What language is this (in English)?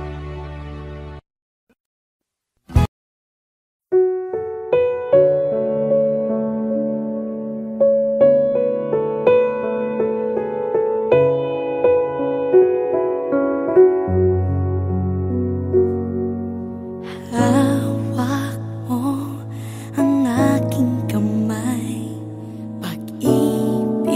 Filipino